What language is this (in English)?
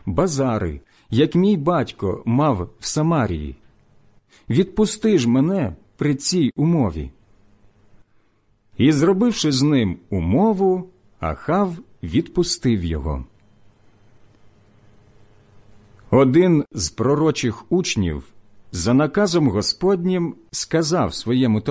Ukrainian